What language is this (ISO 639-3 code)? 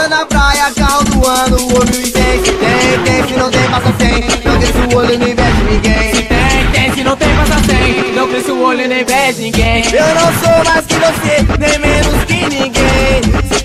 por